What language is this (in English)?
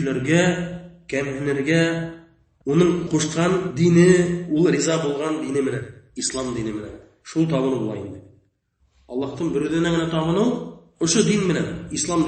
Bashkir